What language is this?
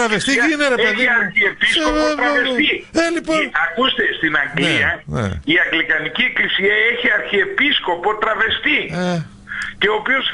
Greek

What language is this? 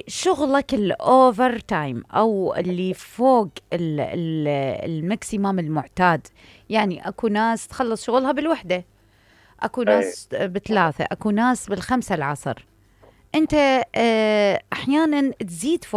Mesopotamian Arabic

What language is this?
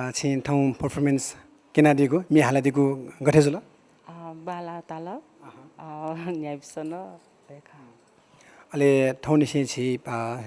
Newari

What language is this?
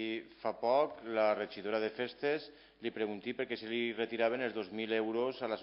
Catalan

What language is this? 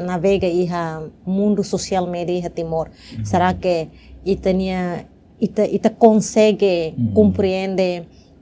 Tetum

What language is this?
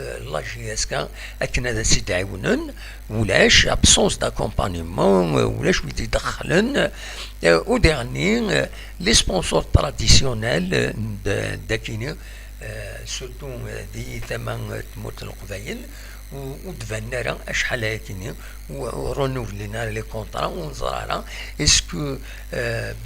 Kabyle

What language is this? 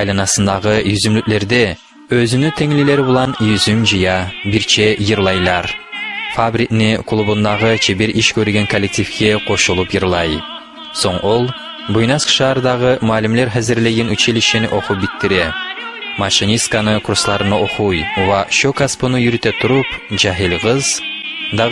Kumyk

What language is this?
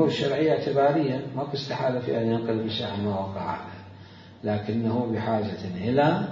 Mesopotamian Arabic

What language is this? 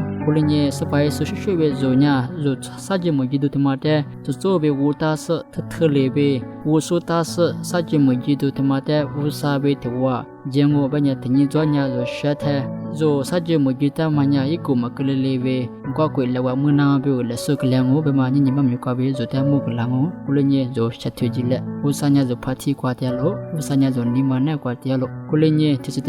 Lisu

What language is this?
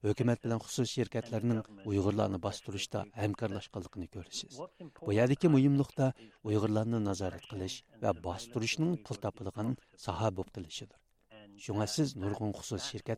Uyghur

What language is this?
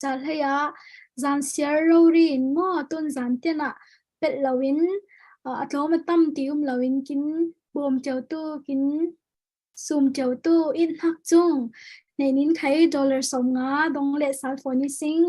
Falam Chin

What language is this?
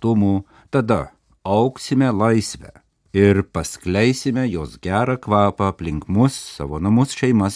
Lithuanian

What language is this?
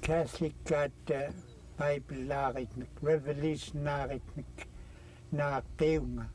Central Yupik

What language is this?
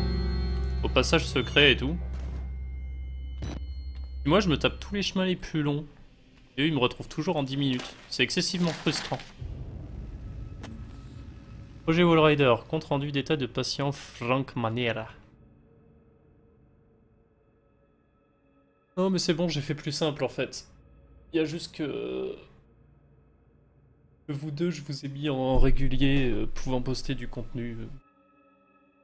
French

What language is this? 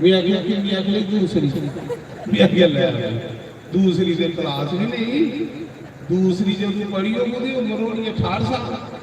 Dogri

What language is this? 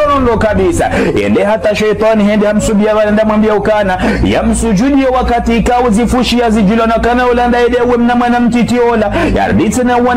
Ngazidja Comorian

